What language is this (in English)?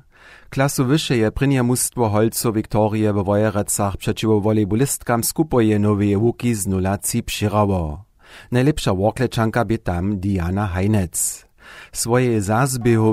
Upper Sorbian